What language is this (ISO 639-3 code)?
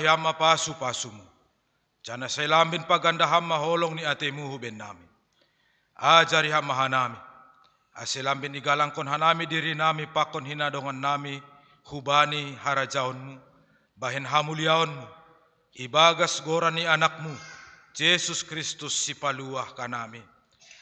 bts